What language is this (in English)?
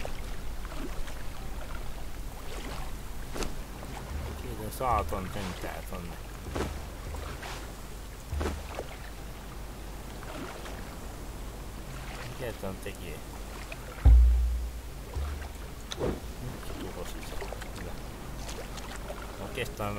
Finnish